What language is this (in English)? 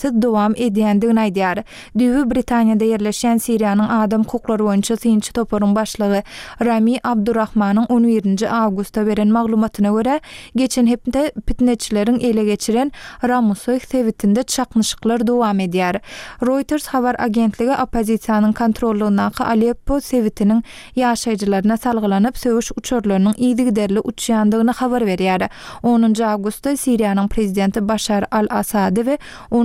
Turkmen